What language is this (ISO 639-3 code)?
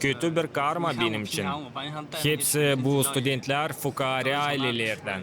gag